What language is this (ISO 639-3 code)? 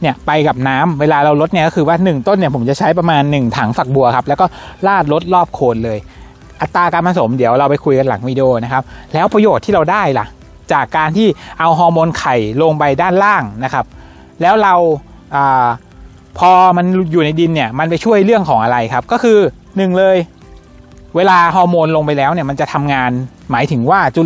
tha